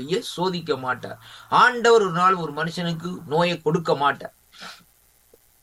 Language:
Tamil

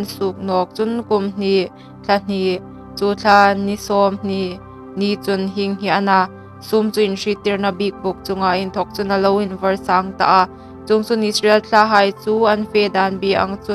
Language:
Hmar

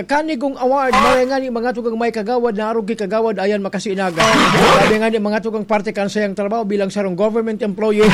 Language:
Bikol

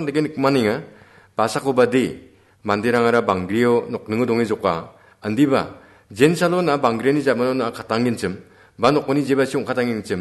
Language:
Garo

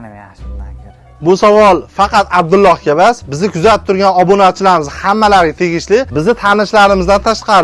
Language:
Uzbek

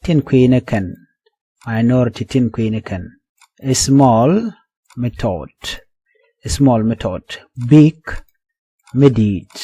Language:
Nuer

